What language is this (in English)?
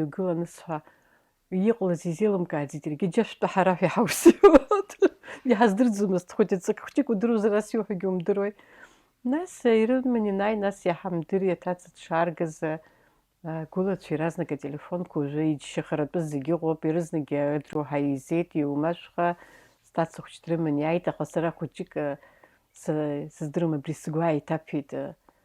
Abkhazian